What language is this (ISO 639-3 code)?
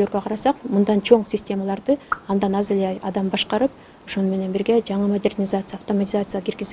kir